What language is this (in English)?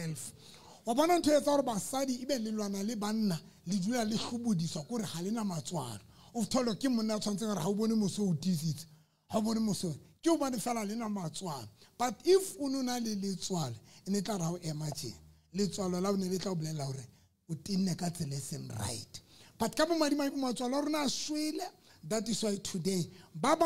Southern Sotho